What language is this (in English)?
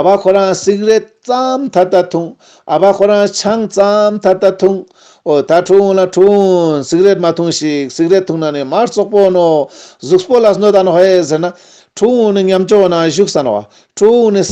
Ladakhi